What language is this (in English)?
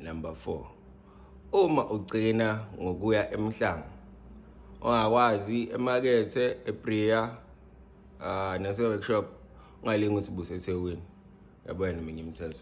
Zulu